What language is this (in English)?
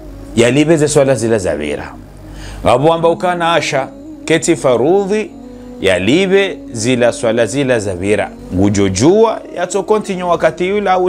Ngazidja Comorian